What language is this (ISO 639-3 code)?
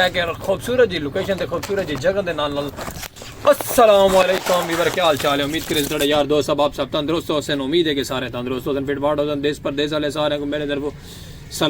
skr